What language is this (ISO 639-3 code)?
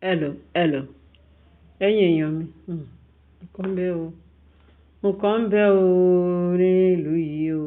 yor